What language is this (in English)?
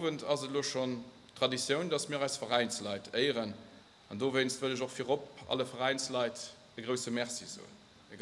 Luxembourgish